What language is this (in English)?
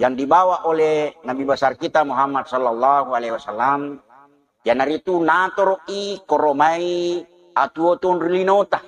Buginese